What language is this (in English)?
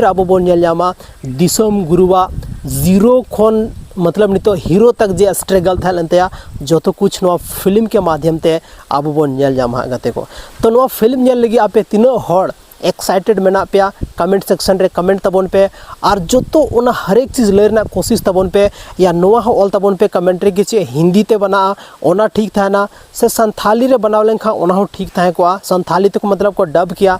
Santali